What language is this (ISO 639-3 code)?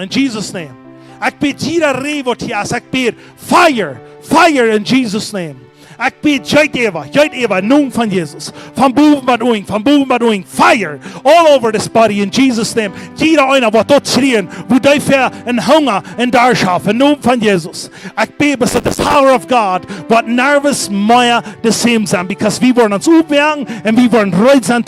pdt